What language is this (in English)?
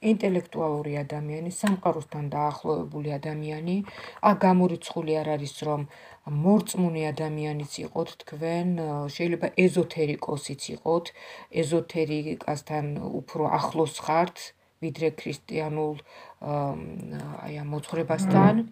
Georgian